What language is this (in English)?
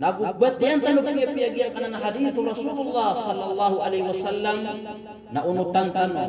Maranao